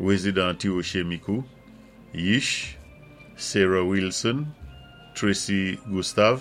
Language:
Saint Lucian Creole French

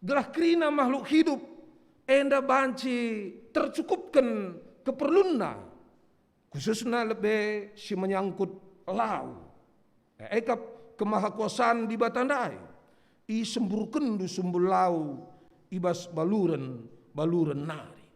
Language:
Batak Karo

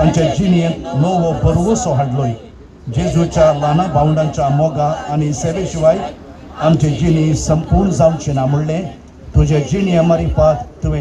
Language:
Konkani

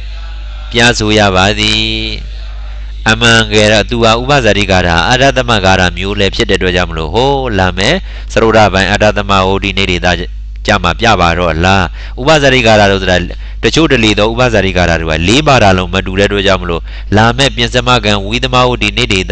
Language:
Burmese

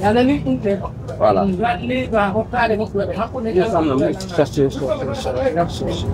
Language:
Pular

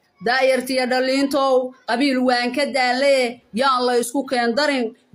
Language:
Somali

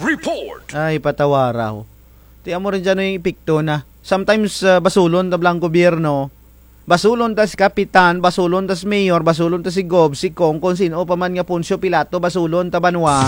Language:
Kinaray-a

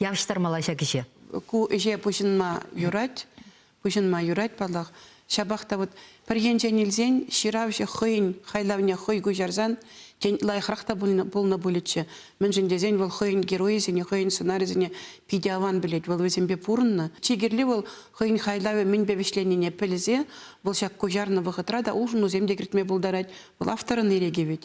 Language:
Chuvash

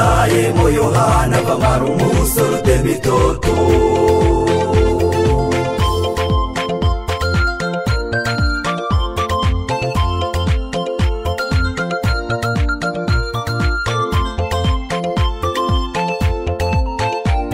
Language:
Kinyarwanda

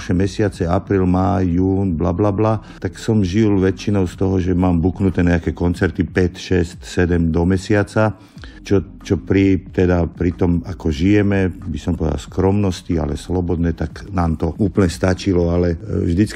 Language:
Slovak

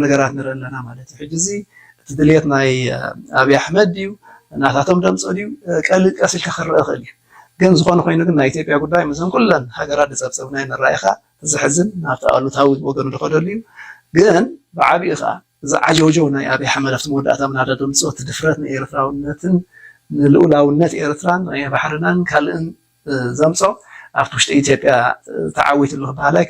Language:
Tigrinya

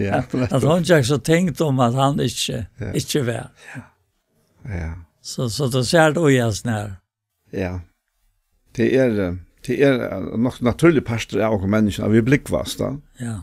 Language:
Faroese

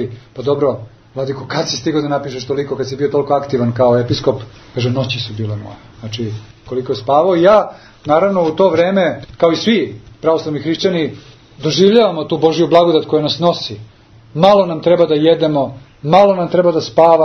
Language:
Serbian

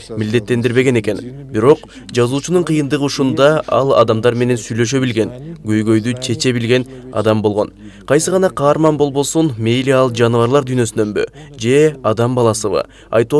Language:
Kyrgyz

